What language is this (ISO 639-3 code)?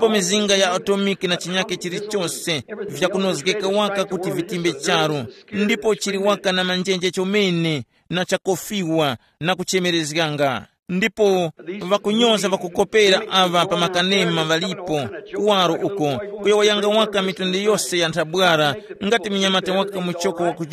tum